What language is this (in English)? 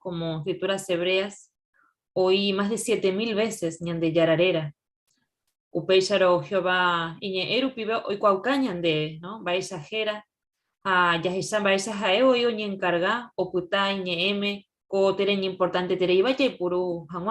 Guarani